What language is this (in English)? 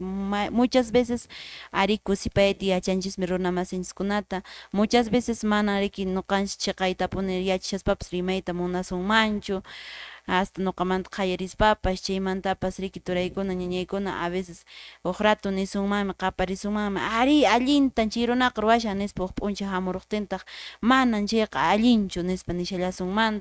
Quechua